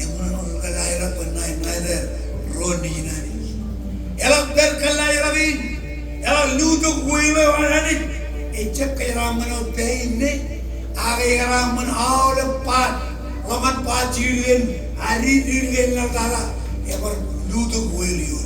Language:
Marshallese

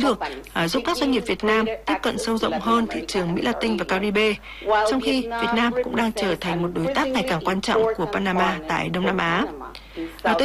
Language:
Vietnamese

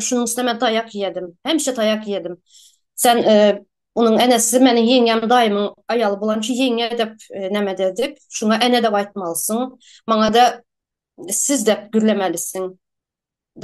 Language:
Turkmen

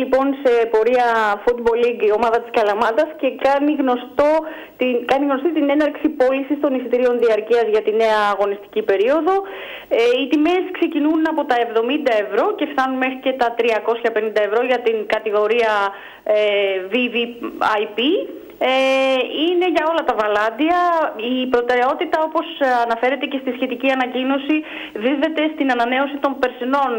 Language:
Greek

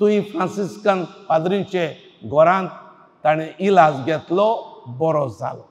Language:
Konkani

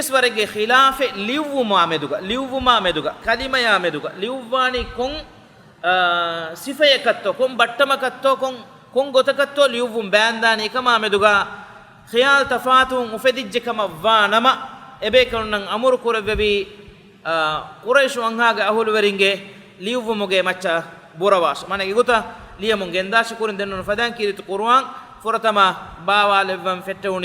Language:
Divehi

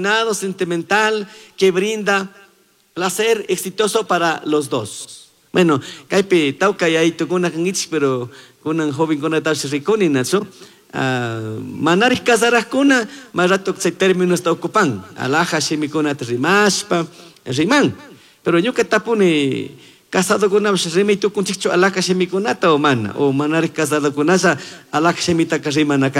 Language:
Chimborazo Highland Quichua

